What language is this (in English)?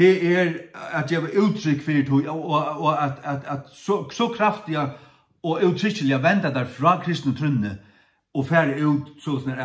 Faroese